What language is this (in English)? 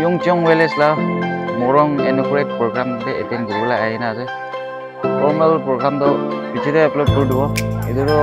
Naga Pidgin